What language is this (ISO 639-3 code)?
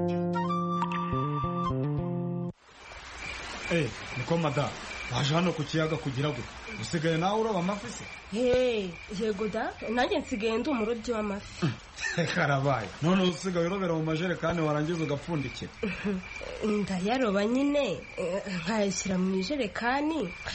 kin